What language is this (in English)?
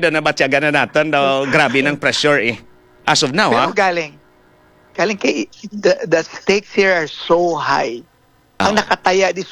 Hiligaynon